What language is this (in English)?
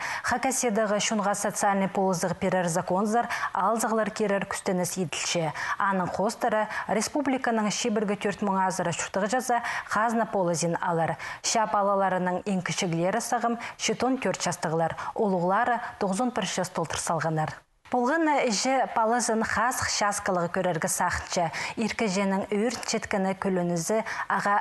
Khakas